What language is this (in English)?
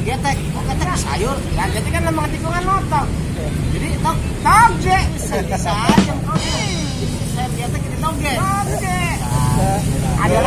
Betawi